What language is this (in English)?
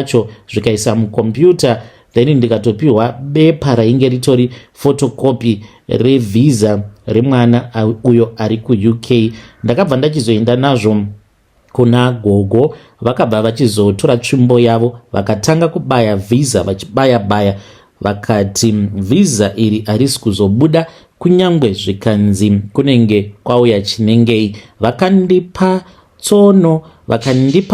Shona